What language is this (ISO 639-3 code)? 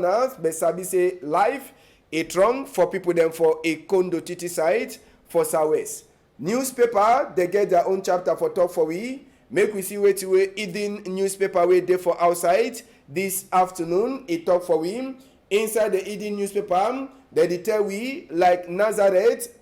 wes